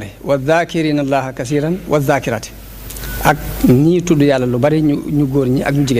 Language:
Wolof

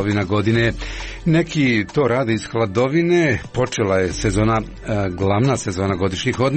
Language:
Croatian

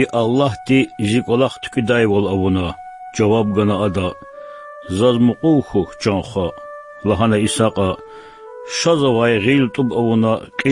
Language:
Lezghian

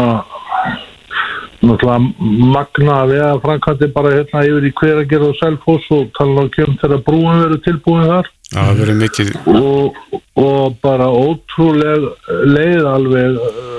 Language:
Icelandic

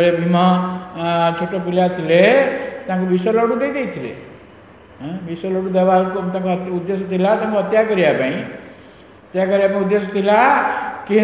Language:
Odia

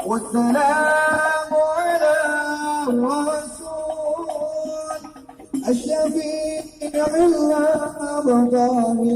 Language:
Betawi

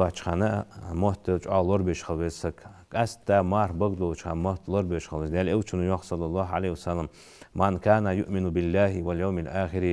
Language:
Ingush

